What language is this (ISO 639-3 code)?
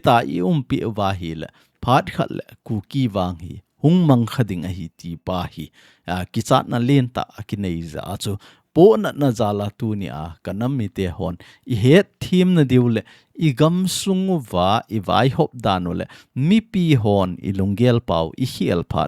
tcz